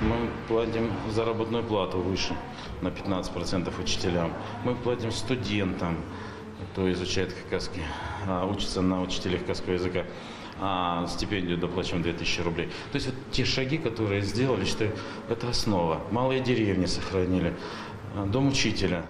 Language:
Khakas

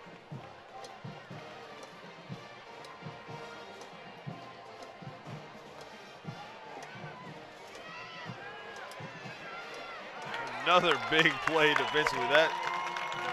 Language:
English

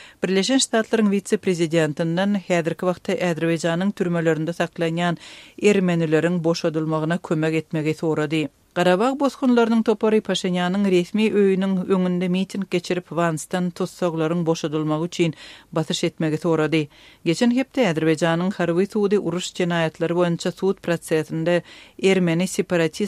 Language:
Turkmen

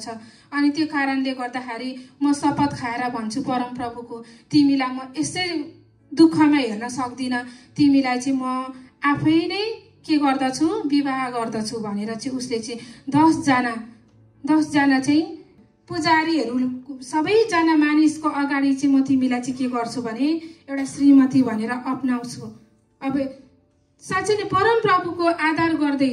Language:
Nepali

